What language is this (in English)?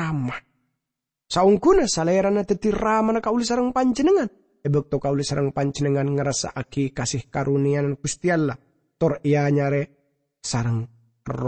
Madurese